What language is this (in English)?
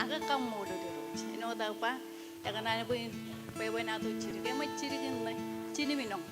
Marshallese